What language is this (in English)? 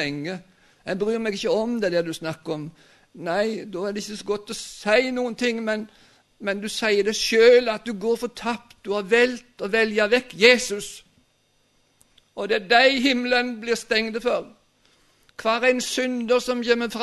Norwegian